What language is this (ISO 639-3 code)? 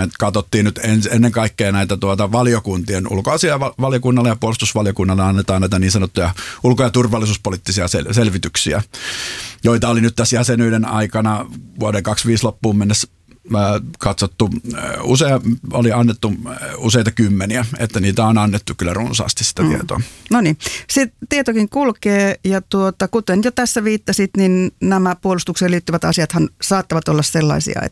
fin